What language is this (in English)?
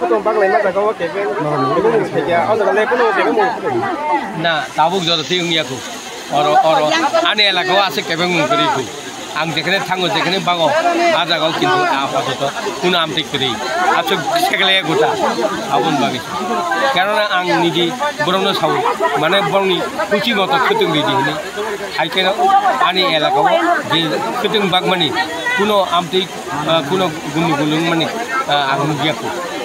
Kok Borok